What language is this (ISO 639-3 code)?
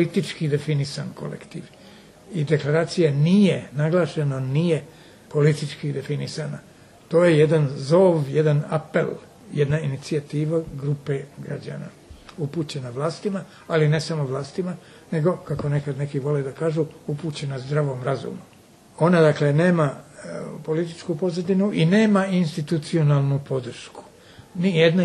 srp